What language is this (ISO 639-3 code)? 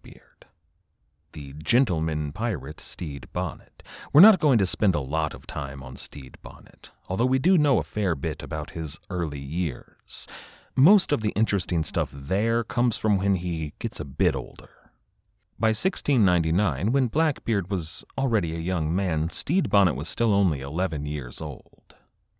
eng